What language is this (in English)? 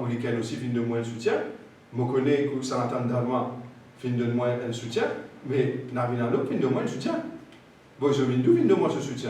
Morisyen